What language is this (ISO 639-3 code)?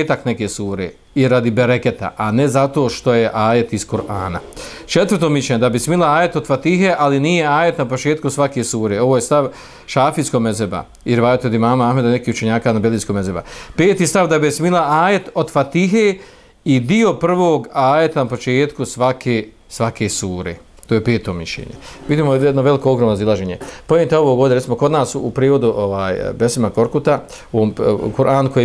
bos